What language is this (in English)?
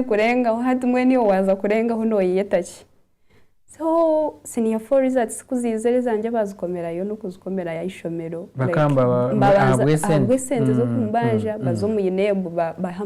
Nyankole